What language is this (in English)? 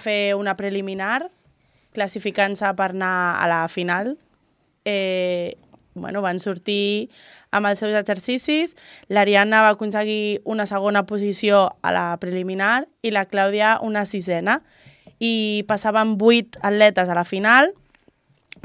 Catalan